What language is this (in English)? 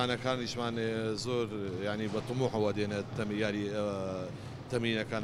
Central Kurdish